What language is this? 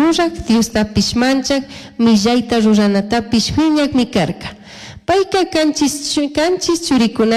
Chimborazo Highland Quichua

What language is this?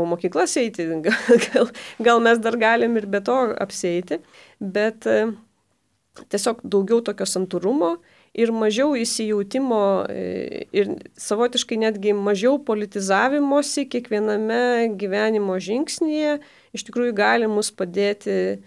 Lithuanian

